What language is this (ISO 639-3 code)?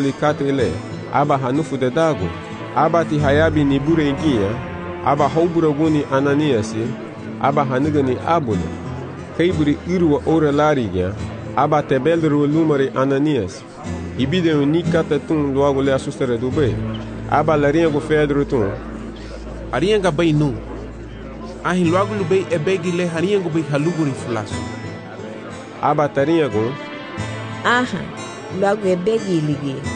cab